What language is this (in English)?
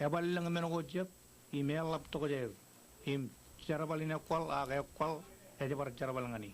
Marshallese